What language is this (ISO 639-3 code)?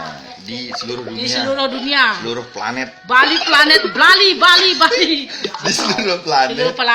ban